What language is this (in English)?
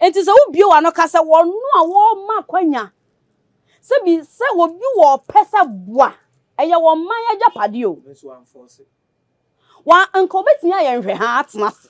Akan